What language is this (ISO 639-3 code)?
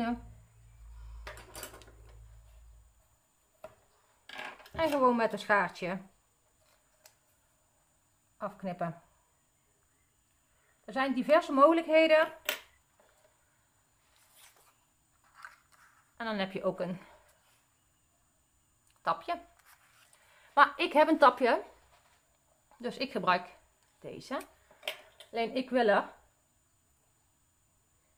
nld